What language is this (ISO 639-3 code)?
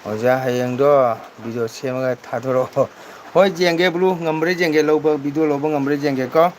mni